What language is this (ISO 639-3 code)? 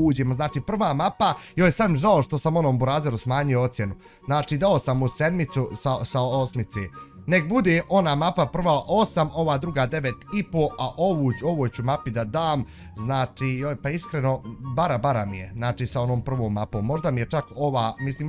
bos